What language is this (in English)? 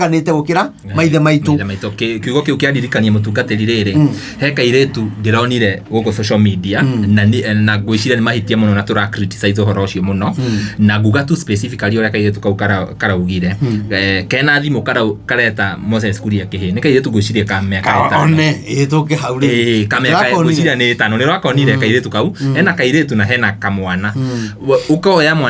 Kikuyu